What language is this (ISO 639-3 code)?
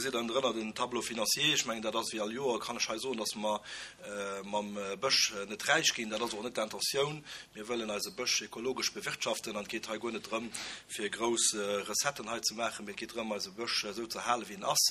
ltz